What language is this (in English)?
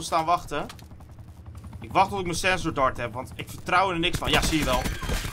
Dutch